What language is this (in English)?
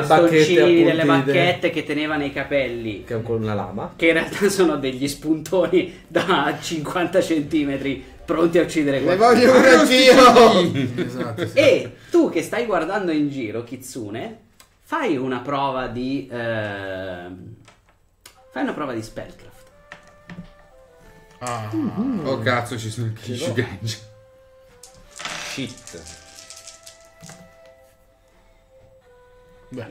Italian